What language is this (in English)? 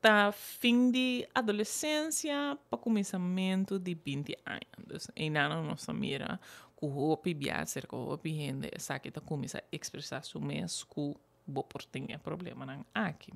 Papiamento